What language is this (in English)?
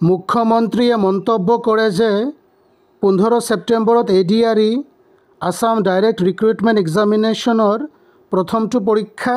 Assamese